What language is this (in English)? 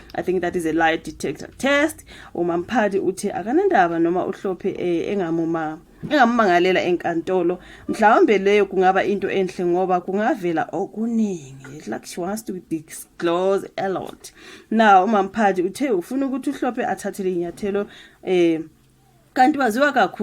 Zulu